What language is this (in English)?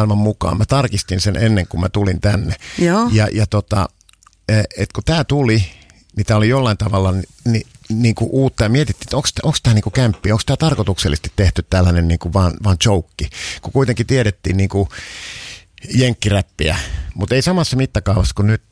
Finnish